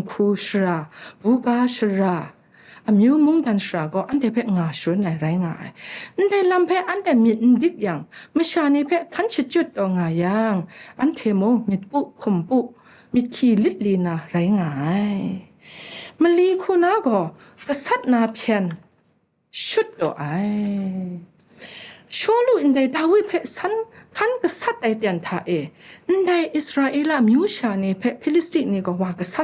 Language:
Kachin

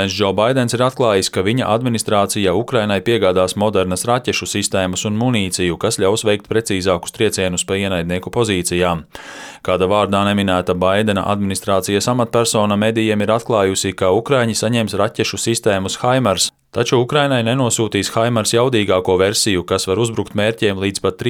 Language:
Latvian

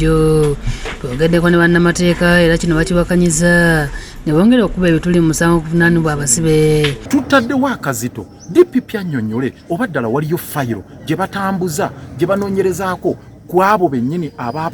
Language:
Ganda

